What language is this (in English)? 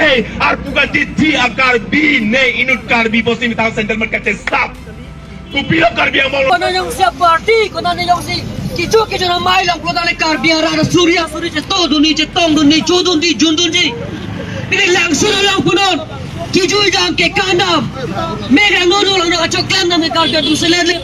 Karbi